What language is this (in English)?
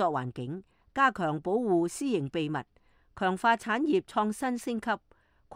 Cantonese